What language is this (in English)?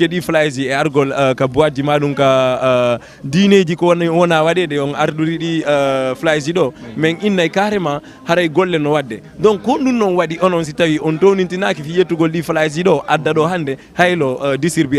Fula